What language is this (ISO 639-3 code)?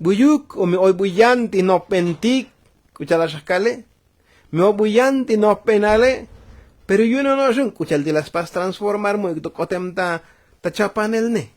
tzo